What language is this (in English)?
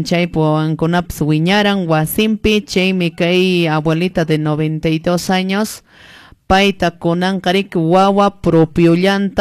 Quechua